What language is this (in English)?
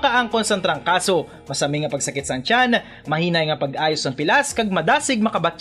Hiligaynon